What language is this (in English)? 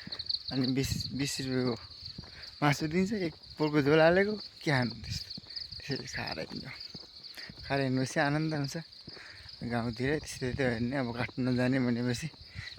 Nepali